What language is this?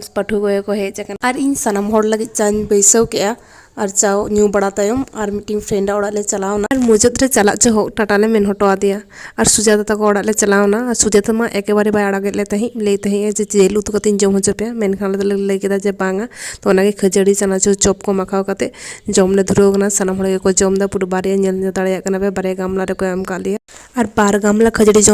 Santali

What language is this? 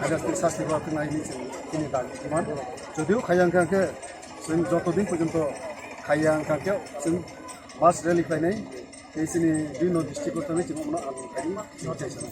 Kok Borok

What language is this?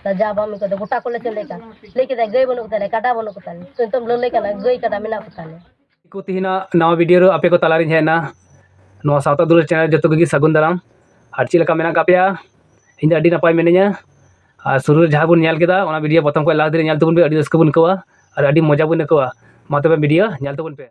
Santali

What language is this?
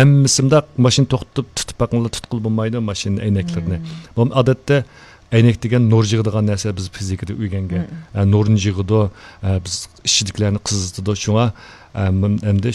Uyghur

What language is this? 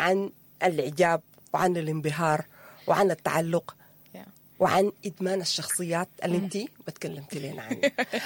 Sudanese Arabic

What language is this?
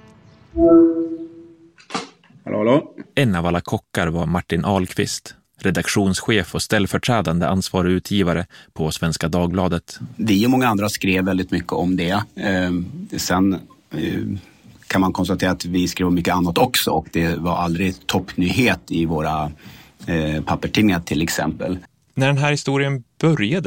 Swedish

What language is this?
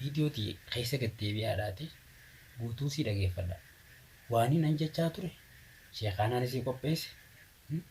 Oromo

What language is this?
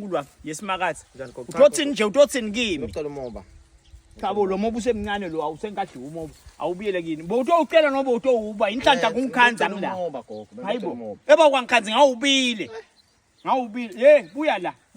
Swati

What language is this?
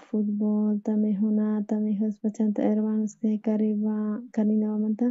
South Bolivian Quechua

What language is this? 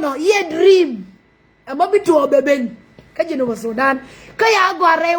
Nuer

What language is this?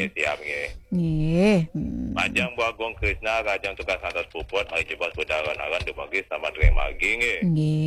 Balinese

